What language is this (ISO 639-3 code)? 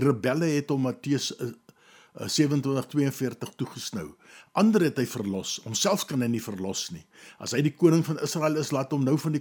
afr